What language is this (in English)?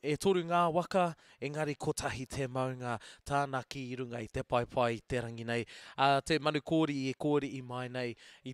Māori